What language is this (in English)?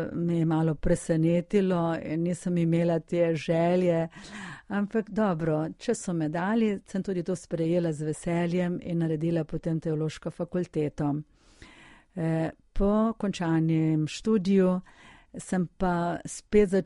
Slovenian